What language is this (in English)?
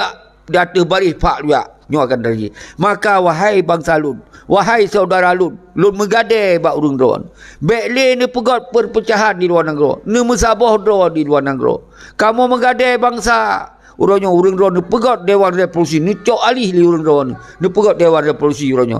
Achinese